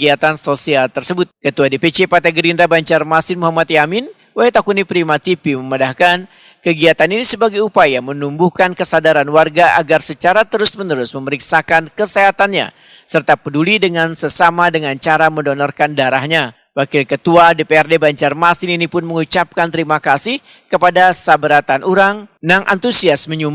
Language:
Banjar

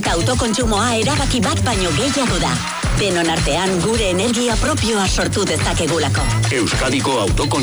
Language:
Basque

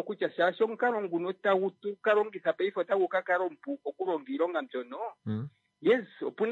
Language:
Kuanyama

